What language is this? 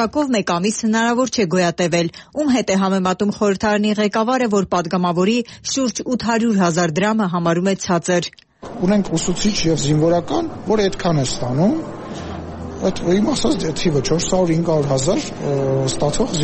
Armenian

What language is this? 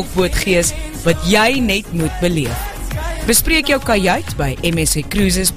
Afrikaans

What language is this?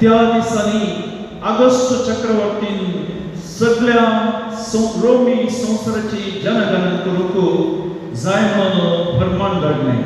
Konkani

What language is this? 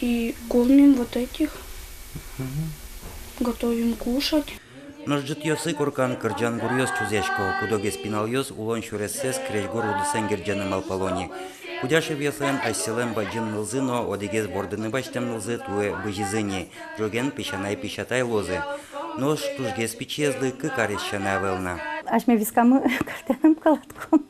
Udmurt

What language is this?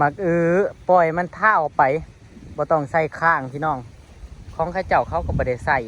Northeastern Thai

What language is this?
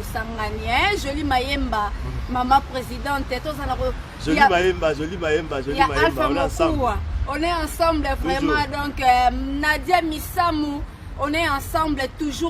Lingala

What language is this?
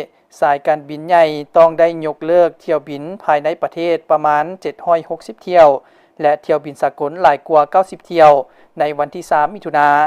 Lao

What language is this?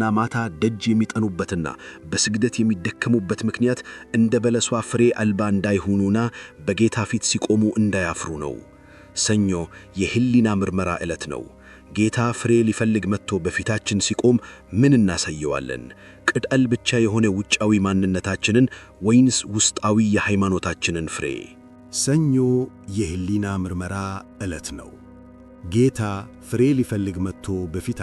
Amharic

